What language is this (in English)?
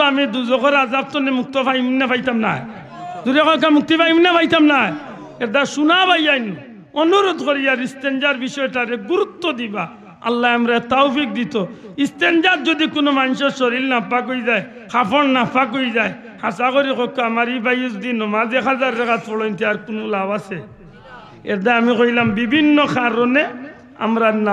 Sylheti